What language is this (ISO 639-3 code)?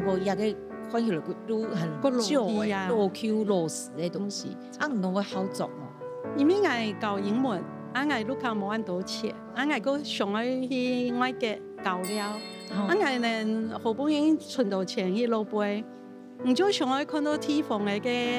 hak